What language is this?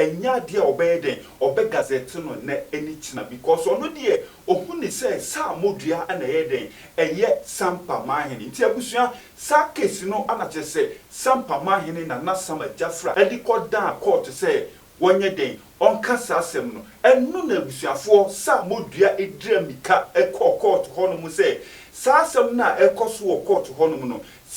Akan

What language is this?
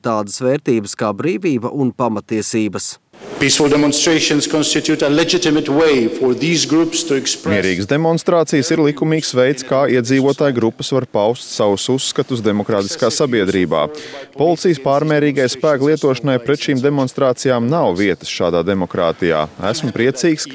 Latvian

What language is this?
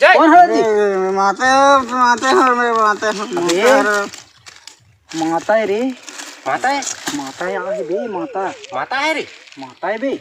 Chhattisgarhi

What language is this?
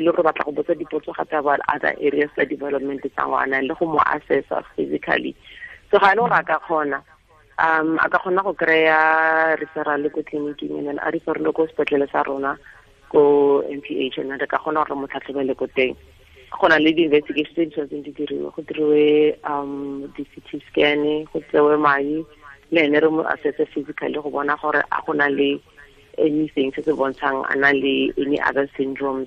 Tswana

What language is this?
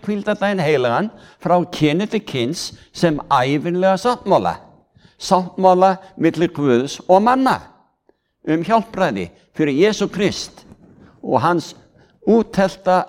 Icelandic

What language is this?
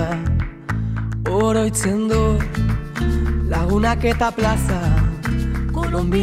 Basque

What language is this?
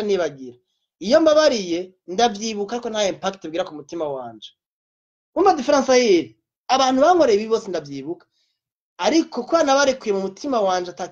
Rundi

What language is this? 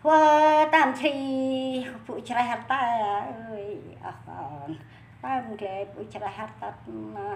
Central Mnong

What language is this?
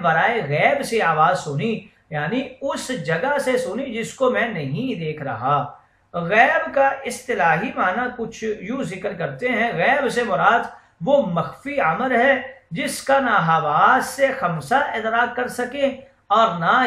Urdu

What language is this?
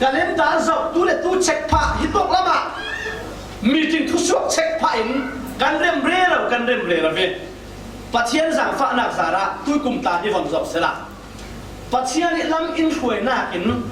Falam Chin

